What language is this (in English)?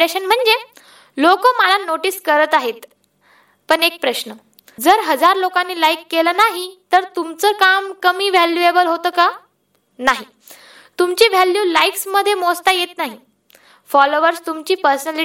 Marathi